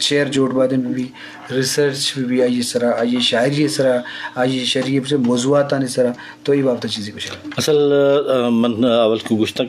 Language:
Eastern Balochi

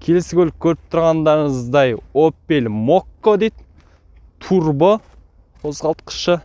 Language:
Kazakh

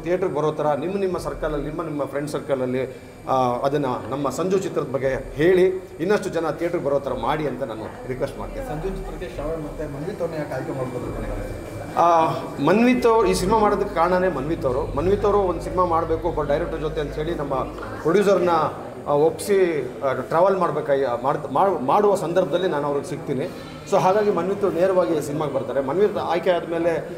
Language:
Kannada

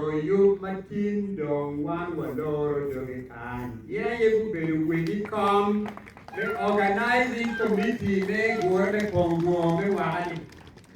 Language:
Acoli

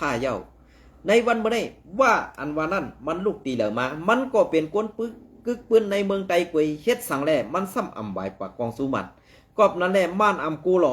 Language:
Shan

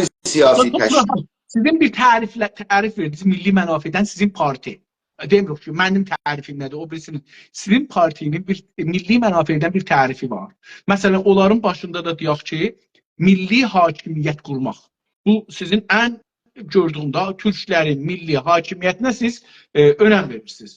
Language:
South Azerbaijani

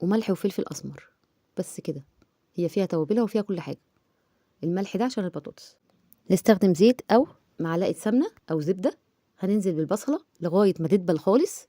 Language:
Egyptian Arabic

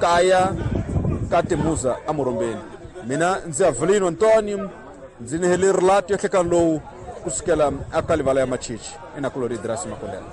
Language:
Tsonga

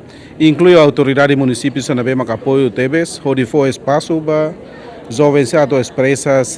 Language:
Tetum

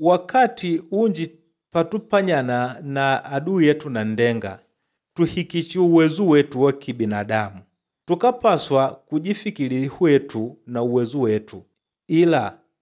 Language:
Makonde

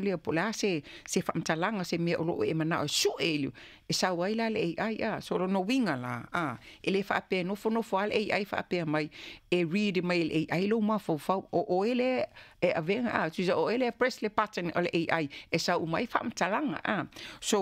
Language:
Samoan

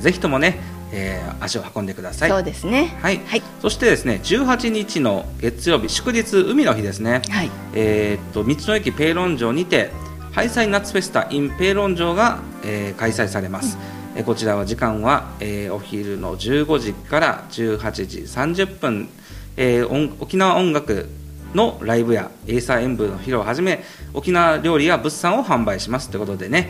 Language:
Japanese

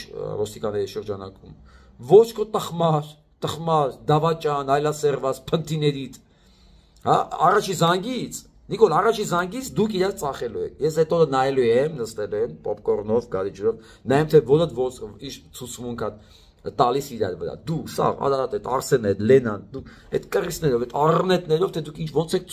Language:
Armenian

